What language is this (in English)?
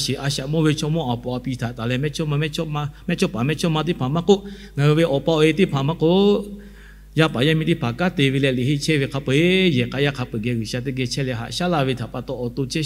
Lahu